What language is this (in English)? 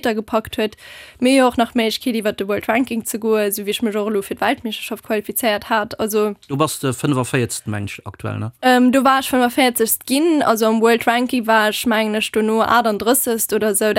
Luxembourgish